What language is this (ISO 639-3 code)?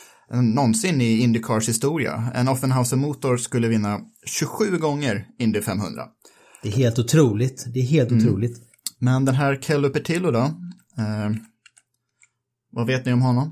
swe